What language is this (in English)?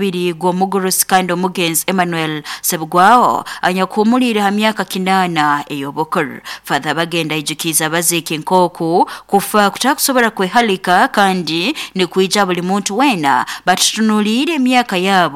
Nyoro